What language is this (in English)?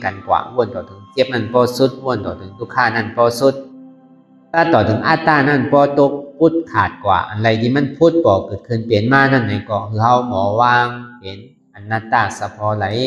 Shan